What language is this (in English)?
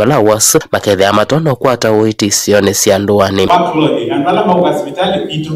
Kamba